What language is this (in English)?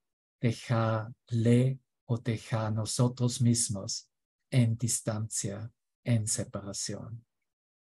Spanish